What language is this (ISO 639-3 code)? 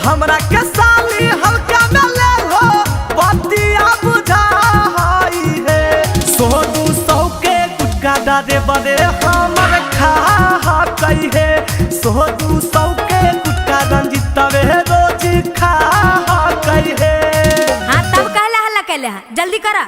mag